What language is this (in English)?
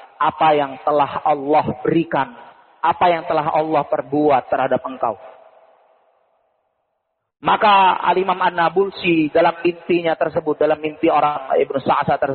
Indonesian